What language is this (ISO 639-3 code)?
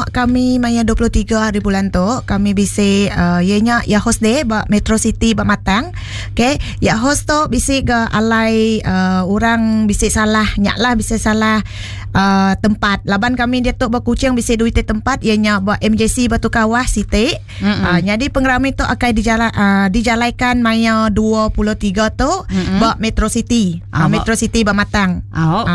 iba